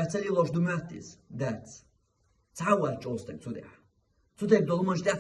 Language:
Chechen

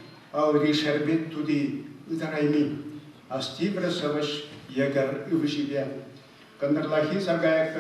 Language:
Chuvash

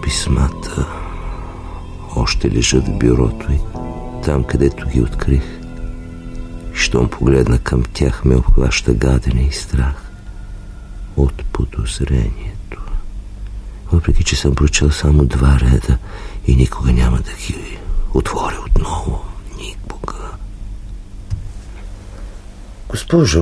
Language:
Bulgarian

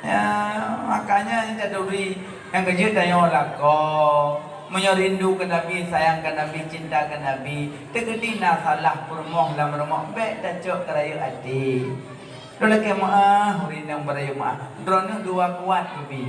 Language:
Achinese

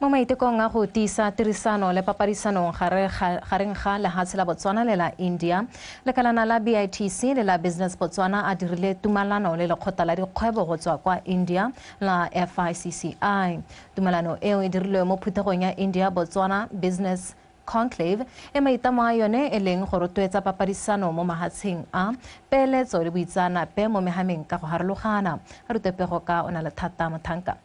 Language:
Tswana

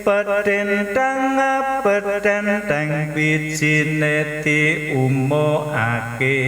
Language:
Javanese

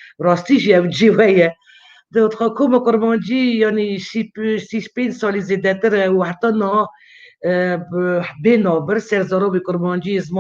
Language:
Kurdish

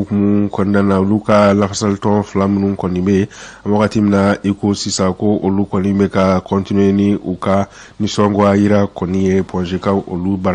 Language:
Bambara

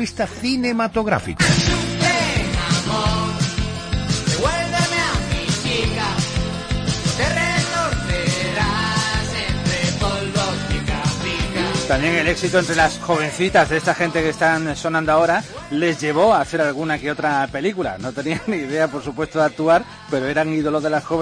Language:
Spanish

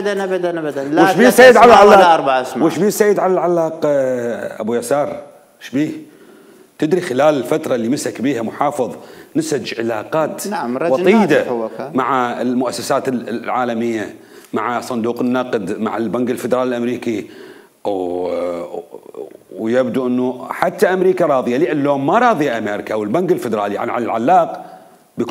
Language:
Mesopotamian Arabic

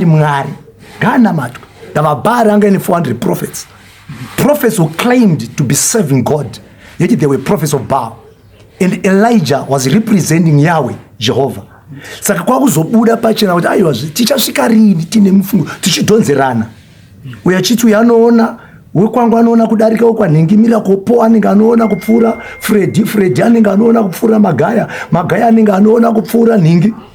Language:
Shona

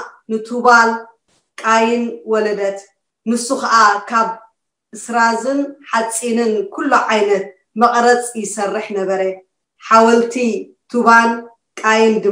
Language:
Tigrinya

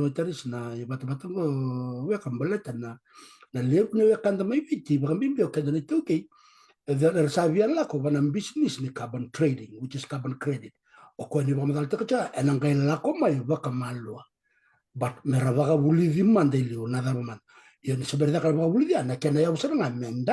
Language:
Fijian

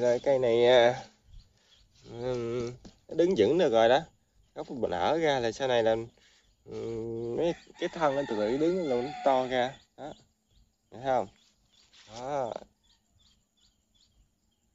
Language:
Vietnamese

